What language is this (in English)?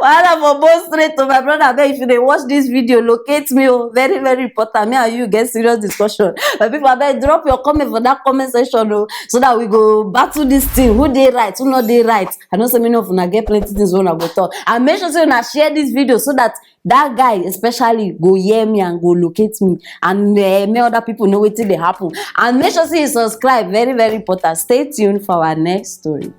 Nigerian Pidgin